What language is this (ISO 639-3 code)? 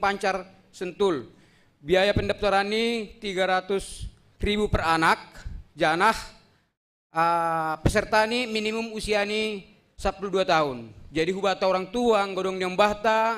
bts